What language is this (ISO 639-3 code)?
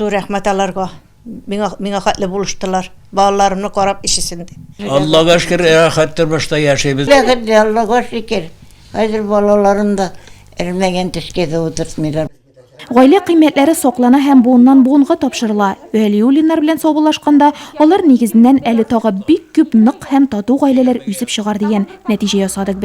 tat